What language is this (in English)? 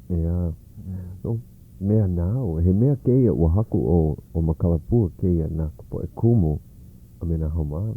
Hawaiian